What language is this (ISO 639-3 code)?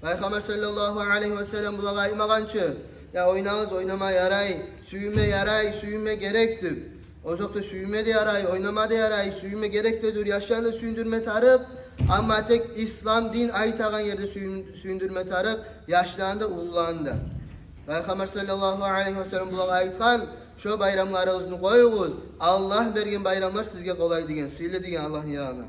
kum